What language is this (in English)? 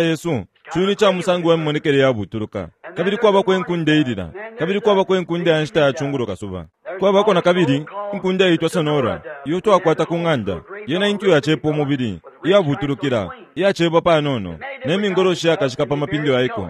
Bemba